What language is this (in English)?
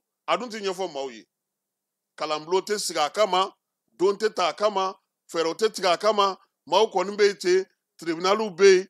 Bambara